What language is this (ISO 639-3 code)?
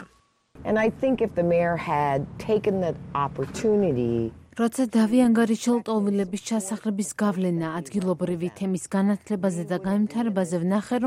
kat